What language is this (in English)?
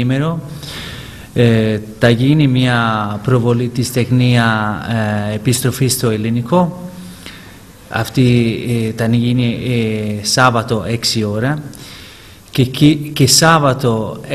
Greek